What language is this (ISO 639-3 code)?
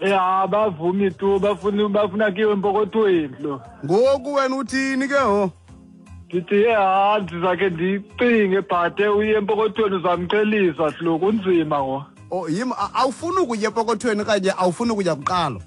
xho